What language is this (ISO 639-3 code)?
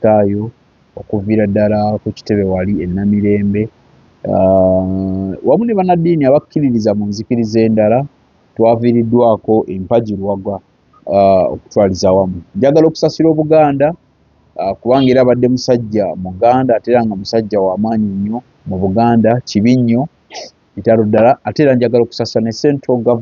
lug